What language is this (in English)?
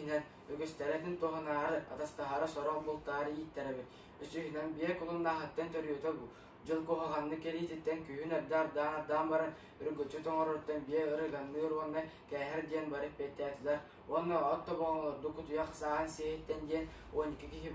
Yakut